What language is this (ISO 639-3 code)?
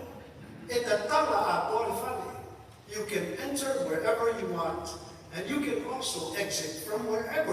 smo